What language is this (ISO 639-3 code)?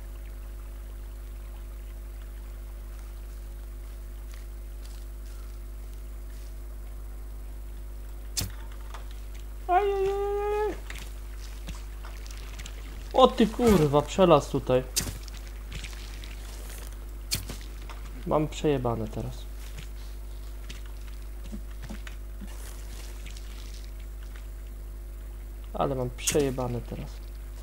pol